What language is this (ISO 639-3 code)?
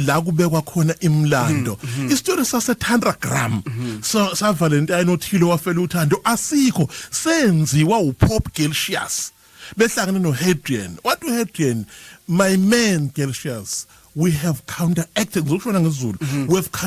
zul